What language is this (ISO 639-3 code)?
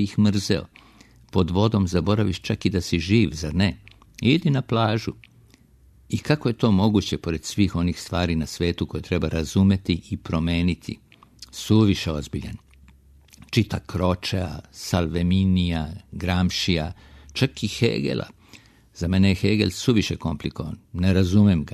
srp